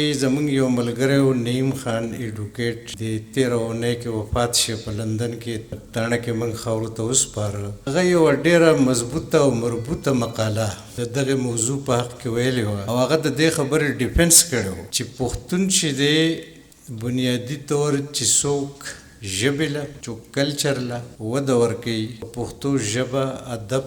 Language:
Pashto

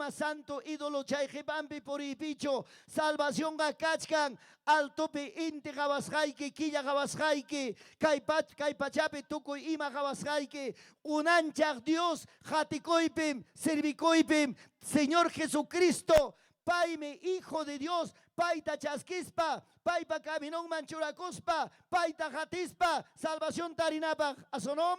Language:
Ayacucho Quechua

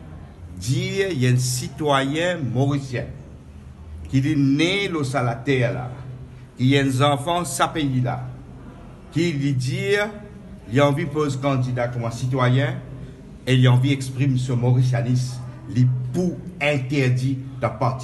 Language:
Morisyen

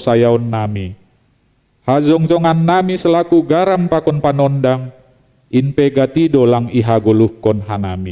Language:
Batak Simalungun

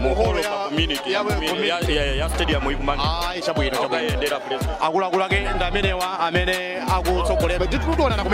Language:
Nyanja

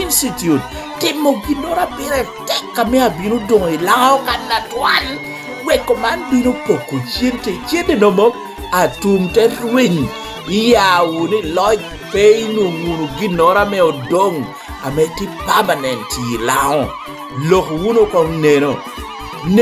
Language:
Lango (Uganda)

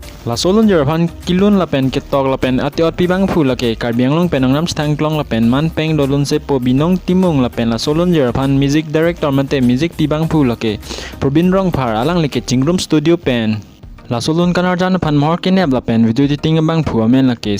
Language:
Karbi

